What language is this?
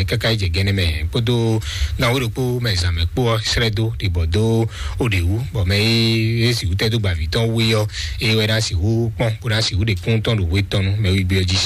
Fon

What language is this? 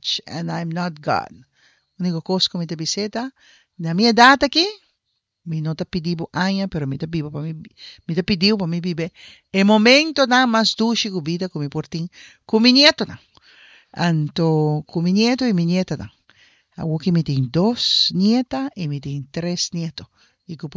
Papiamento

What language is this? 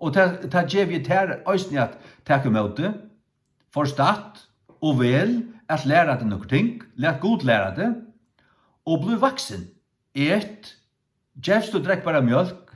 Faroese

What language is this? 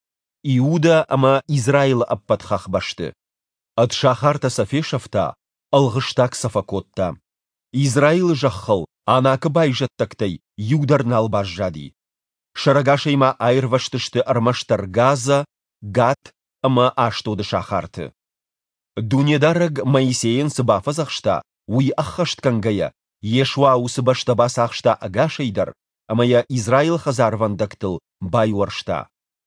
Ossetic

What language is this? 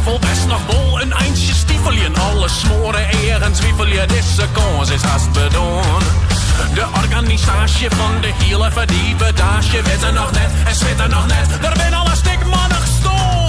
Western Frisian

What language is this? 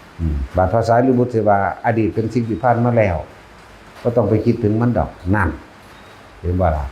Northeastern Thai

